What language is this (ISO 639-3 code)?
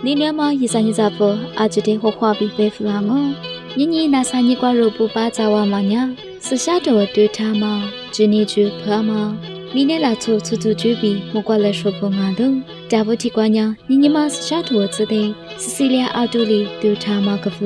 lis